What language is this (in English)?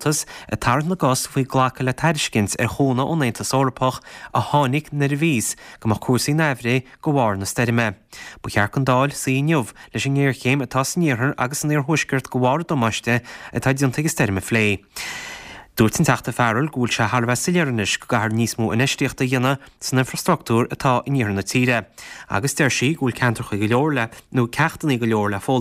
Irish